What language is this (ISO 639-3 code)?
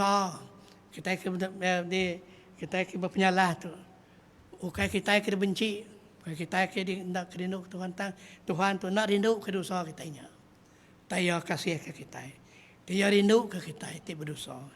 iba